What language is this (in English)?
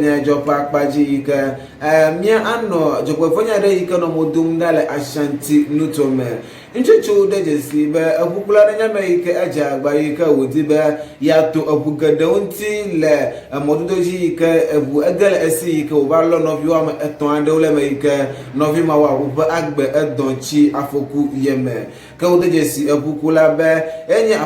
Ewe